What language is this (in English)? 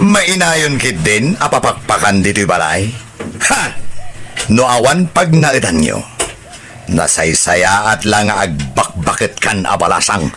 Iloko